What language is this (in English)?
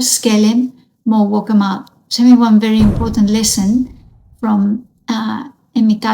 Bislama